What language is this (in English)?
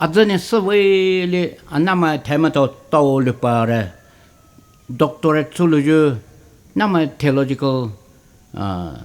Poumei Naga